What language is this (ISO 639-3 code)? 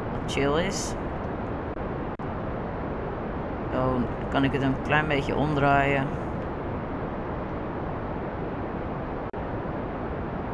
nld